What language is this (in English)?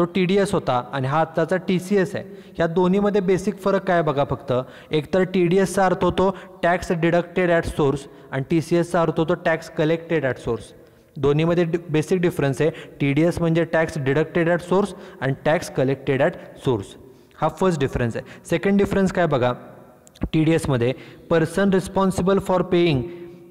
Marathi